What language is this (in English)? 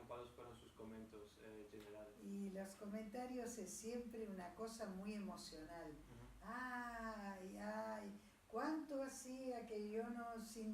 Ladino